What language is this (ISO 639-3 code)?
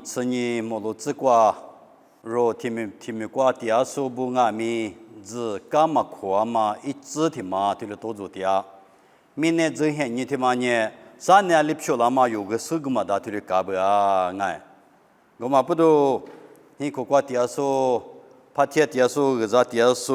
lis